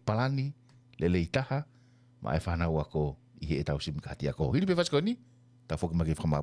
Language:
Tongan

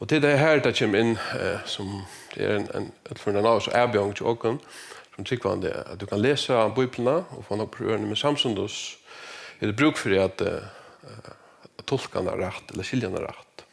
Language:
Faroese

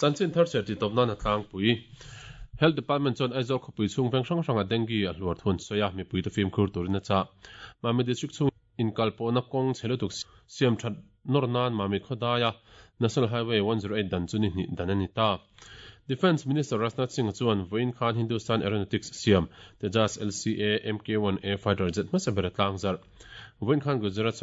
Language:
Mizo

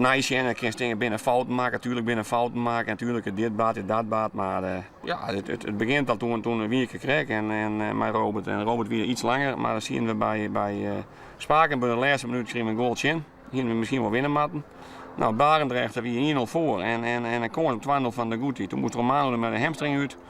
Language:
Western Frisian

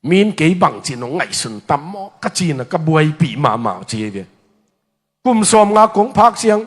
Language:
Tedim Chin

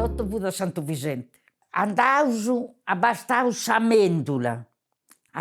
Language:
Sardinian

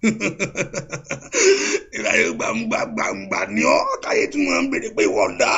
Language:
Yoruba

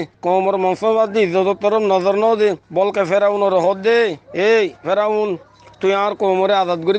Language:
Rohingya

